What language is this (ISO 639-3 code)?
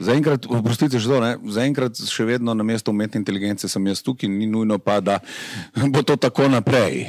slv